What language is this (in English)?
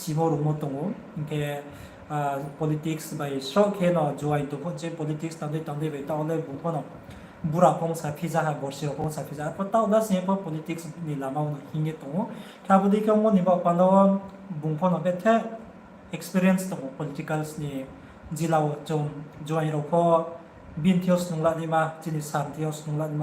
Riang (India)